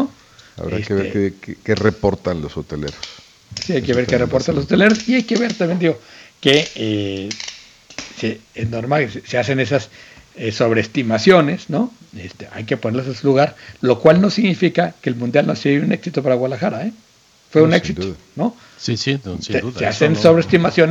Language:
Spanish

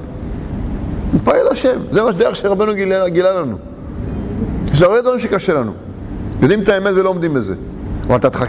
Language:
Hebrew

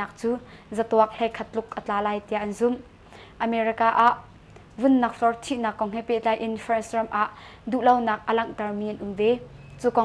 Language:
Hakha Chin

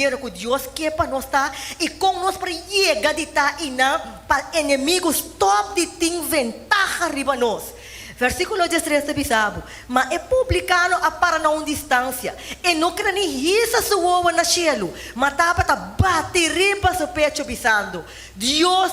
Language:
Papiamento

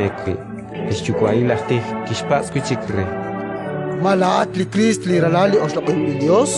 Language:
Kekchí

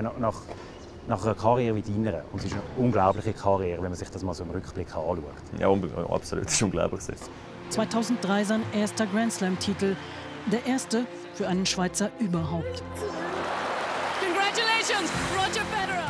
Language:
German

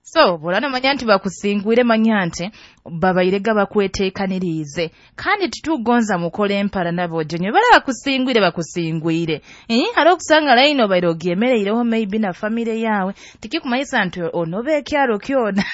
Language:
Nyoro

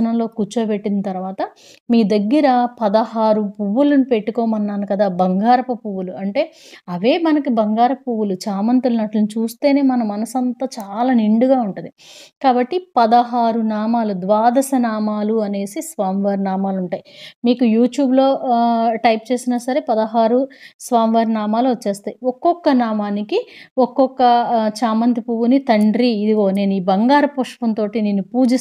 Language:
Telugu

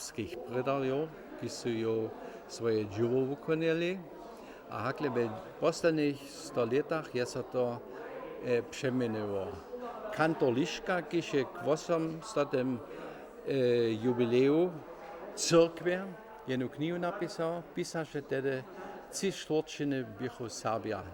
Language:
Upper Sorbian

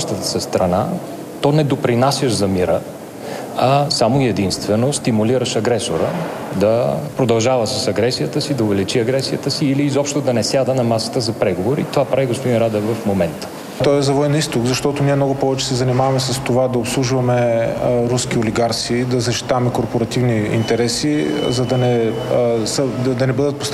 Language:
Bulgarian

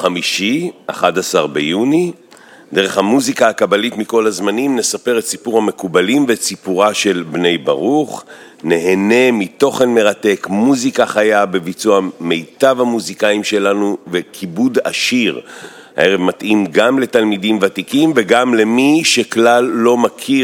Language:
Hebrew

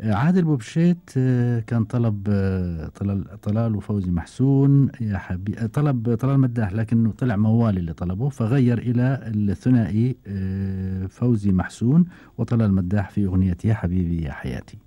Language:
Gulf Arabic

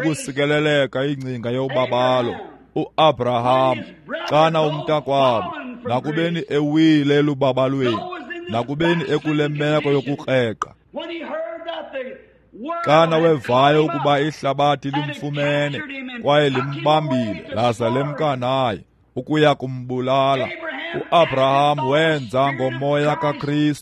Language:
Xhosa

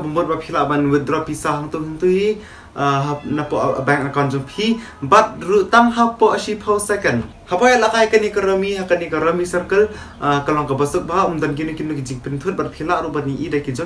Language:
Khasi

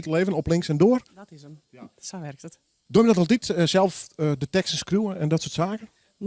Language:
Western Frisian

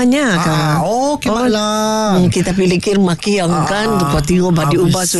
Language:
Malay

